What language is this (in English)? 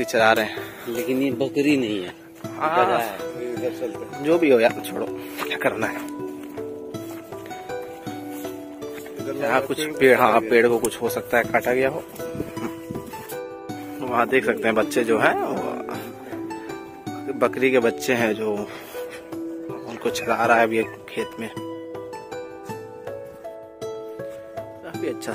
Hindi